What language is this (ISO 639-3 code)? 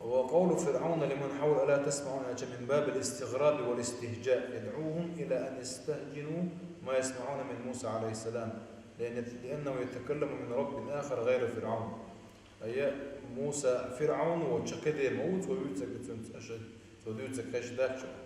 che